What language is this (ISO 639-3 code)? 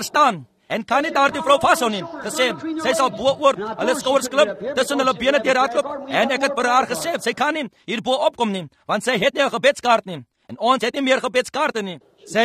afr